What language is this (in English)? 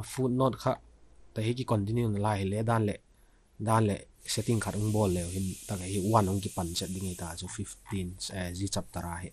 Vaiphei